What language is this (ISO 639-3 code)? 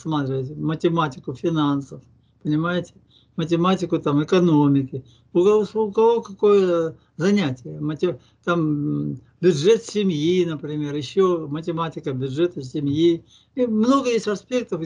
rus